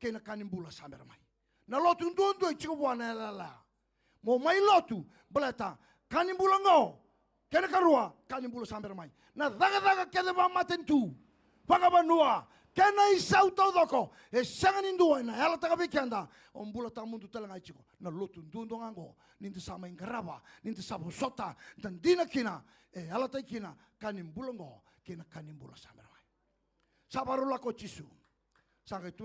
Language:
Fijian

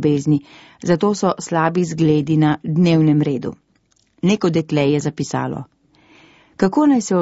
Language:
Slovenian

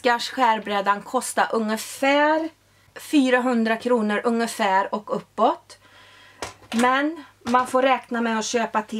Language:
Swedish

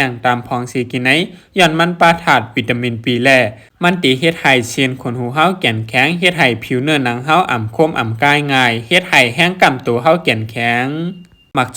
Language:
Shan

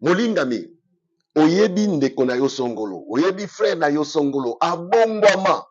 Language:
Lingala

